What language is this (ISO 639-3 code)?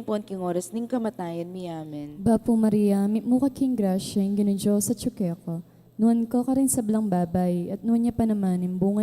pam